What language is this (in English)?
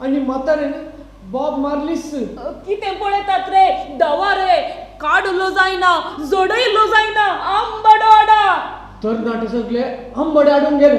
Konkani